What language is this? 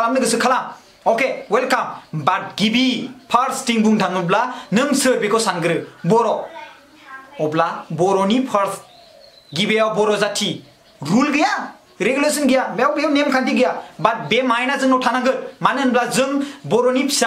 Bodo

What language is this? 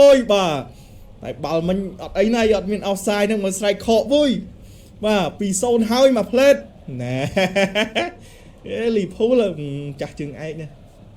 Khmer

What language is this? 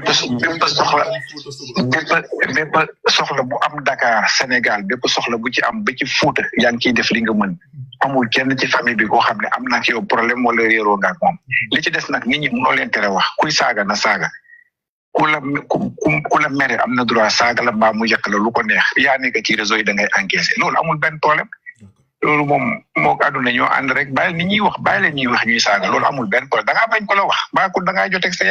Wolof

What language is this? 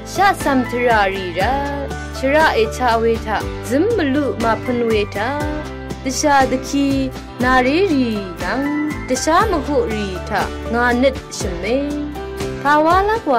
Rawang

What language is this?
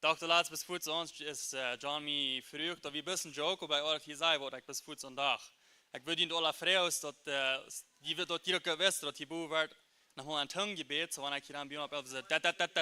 Plautdietsch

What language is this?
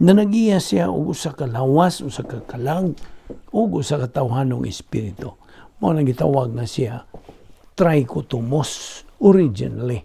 Cebuano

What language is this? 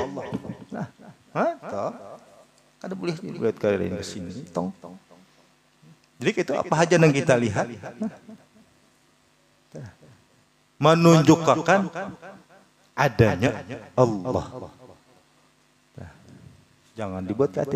Banjar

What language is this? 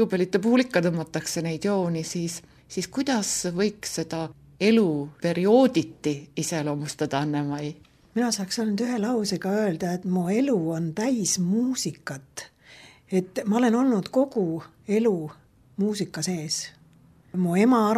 Estonian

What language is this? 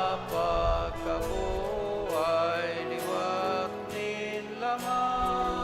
Bikol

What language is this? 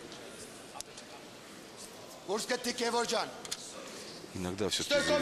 Russian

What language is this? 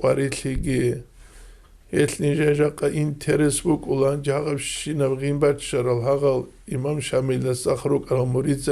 Avaric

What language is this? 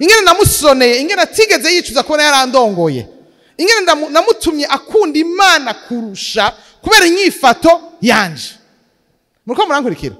Rundi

